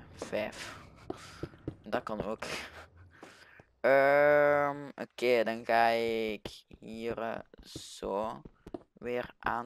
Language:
Dutch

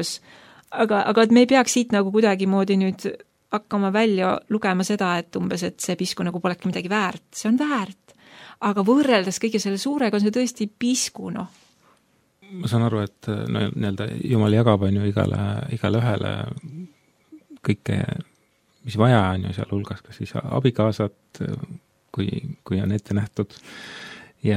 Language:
Estonian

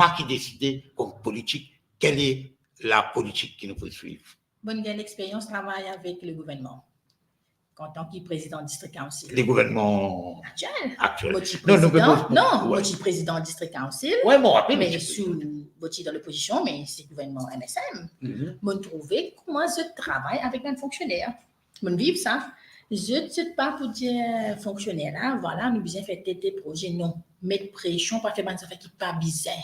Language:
Morisyen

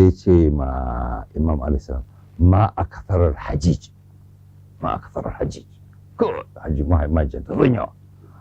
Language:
Hausa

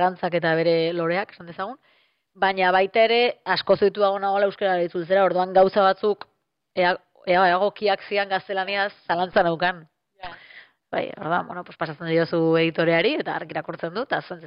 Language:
Basque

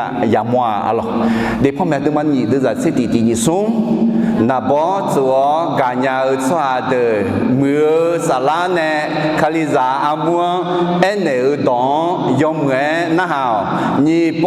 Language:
Akha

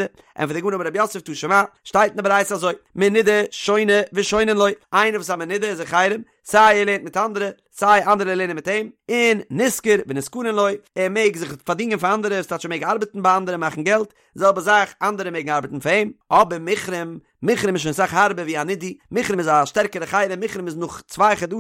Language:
Yiddish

